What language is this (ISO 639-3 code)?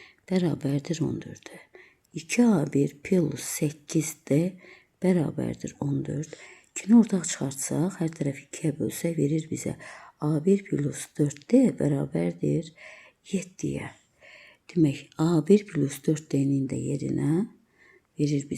aze